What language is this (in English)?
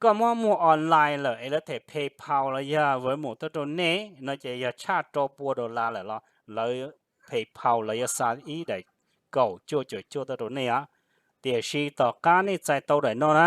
Hmong